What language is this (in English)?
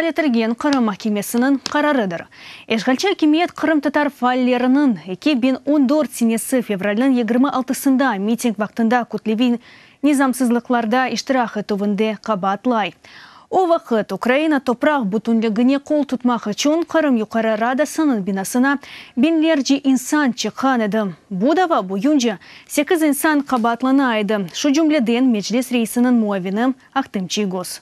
Crimean Tatar